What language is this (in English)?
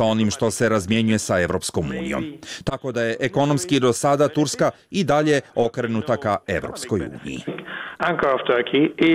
Bosnian